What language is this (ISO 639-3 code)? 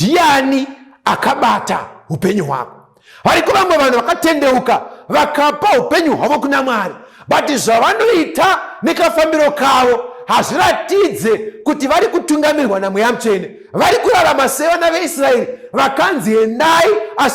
sna